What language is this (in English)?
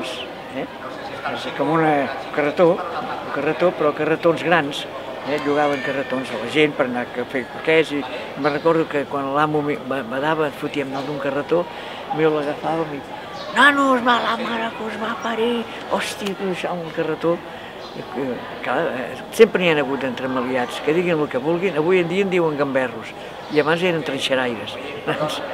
Catalan